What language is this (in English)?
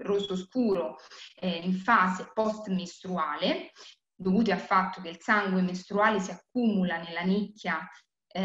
Italian